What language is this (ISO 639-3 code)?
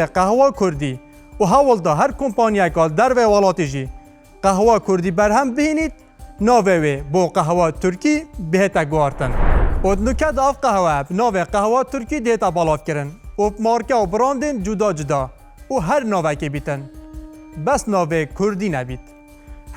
kur